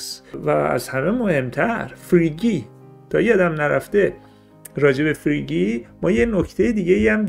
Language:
Persian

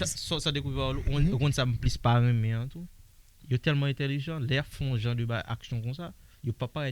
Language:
Haitian Creole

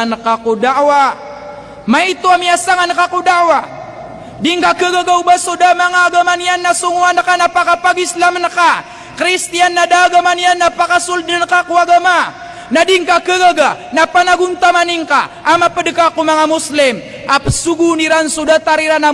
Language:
Maranao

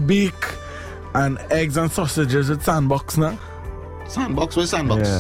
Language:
English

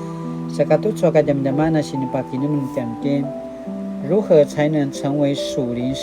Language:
Paiwan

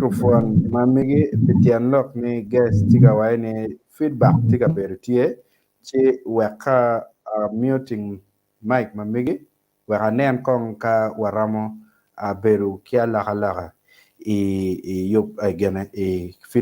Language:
Acoli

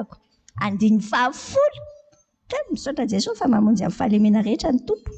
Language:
Malagasy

